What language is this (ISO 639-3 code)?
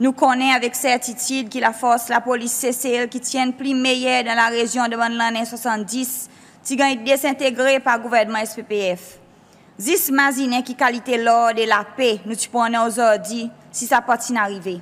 crs